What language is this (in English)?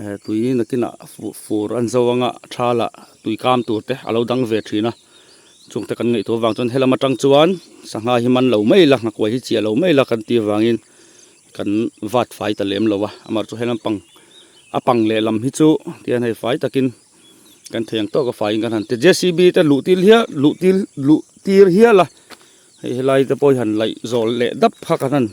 Mizo